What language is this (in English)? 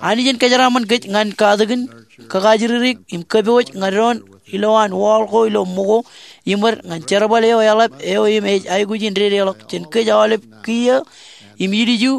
Marshallese